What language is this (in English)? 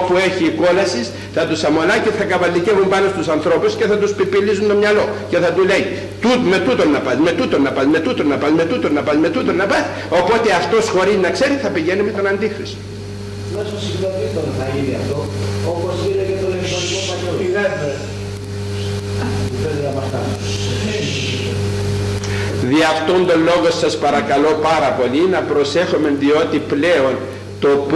Greek